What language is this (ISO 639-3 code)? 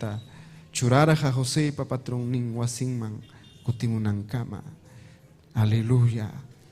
quy